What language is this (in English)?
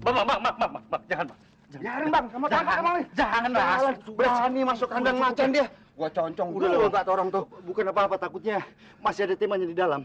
Betawi